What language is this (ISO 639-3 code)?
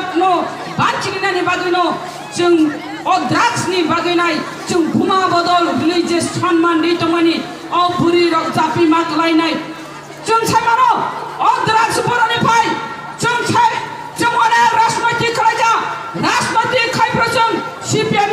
trp